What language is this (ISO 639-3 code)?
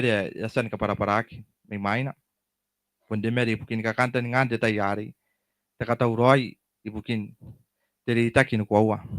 gil